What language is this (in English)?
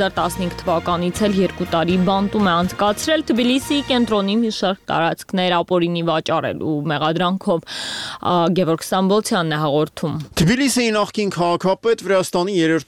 Armenian